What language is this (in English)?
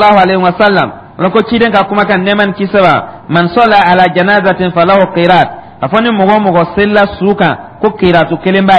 Dyula